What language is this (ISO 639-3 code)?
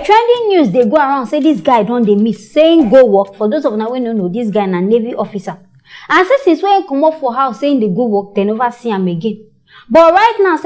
pcm